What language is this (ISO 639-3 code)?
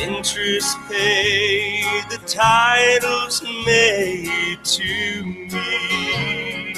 fij